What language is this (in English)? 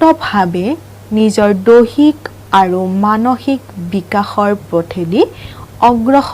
Assamese